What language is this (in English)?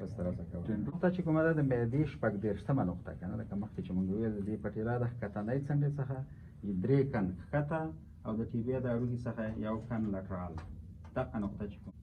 Pashto